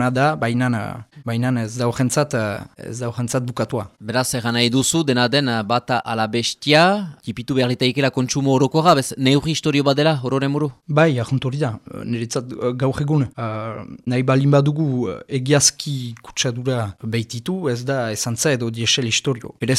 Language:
Basque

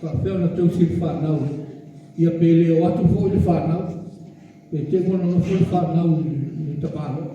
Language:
Samoan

